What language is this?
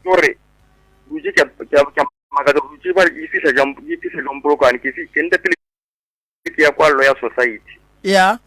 Northern Sotho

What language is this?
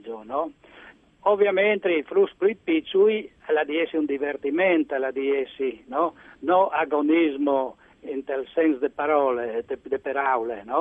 Friulian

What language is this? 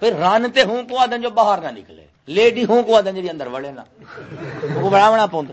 Saraiki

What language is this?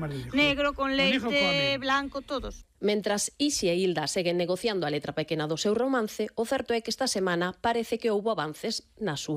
Galician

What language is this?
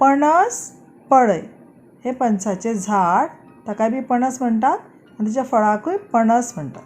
Konkani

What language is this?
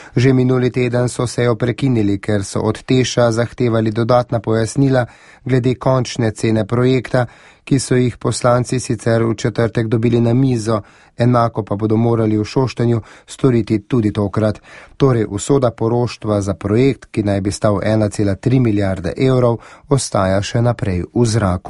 Slovenian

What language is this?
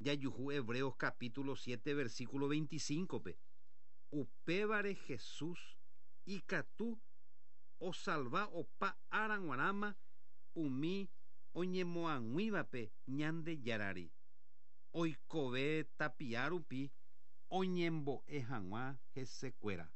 Guarani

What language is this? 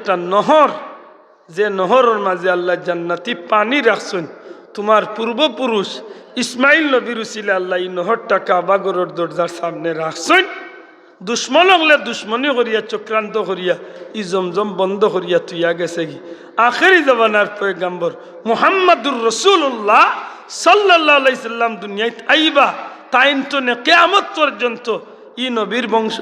Sylheti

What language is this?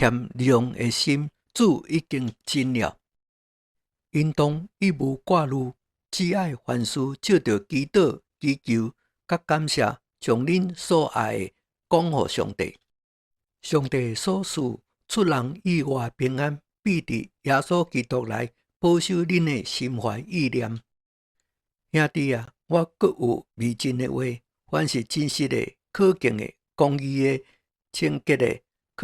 Min Nan Chinese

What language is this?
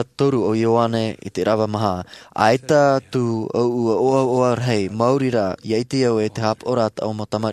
Tahitian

